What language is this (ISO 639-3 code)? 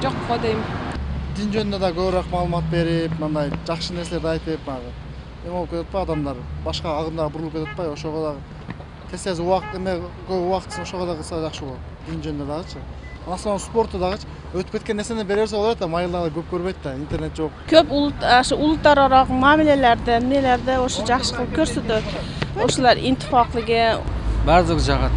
kir